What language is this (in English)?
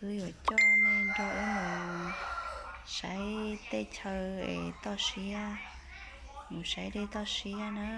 Hmong